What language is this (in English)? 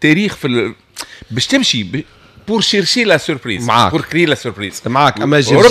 Tunisian Arabic